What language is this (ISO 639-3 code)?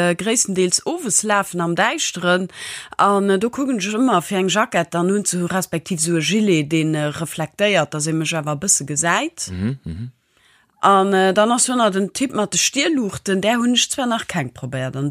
ltz